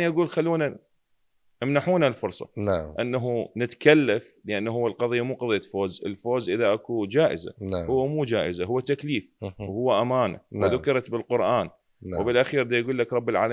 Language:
Mesopotamian Arabic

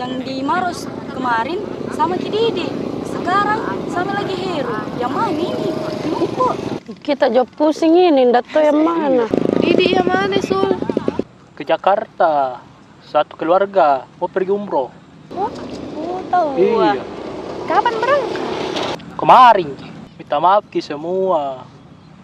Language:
Makassar Malay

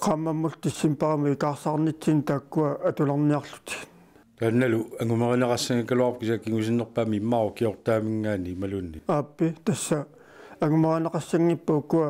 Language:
Kalaallisut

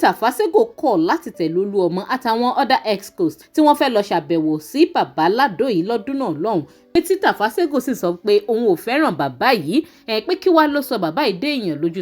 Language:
Yoruba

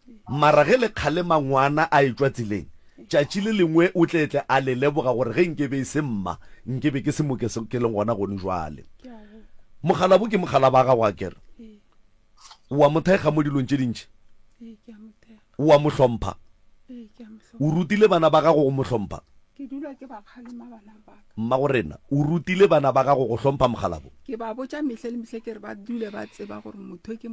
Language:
Northern Sotho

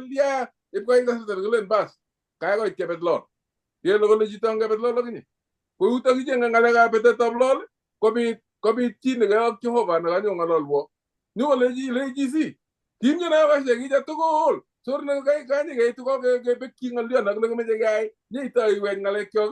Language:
Kalenjin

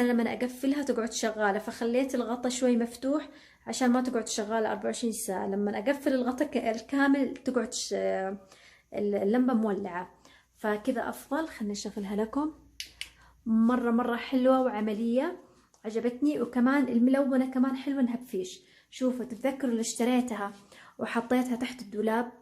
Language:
Hijazi Arabic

